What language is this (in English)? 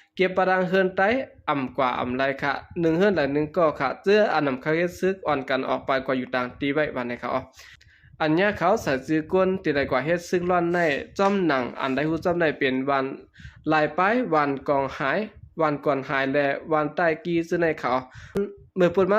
Shan